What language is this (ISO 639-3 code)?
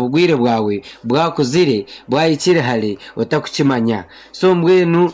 nyn